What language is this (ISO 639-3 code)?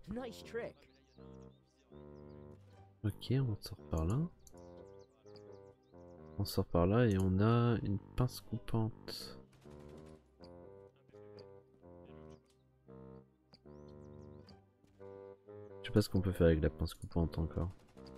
fra